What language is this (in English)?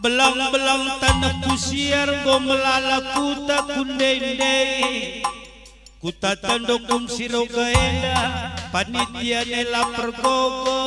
Batak Karo